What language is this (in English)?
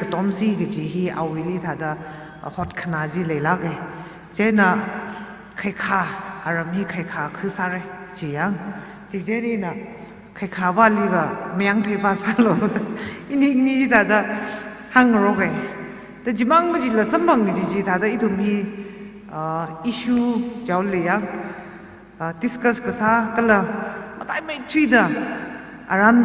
Tangkhul Naga (India)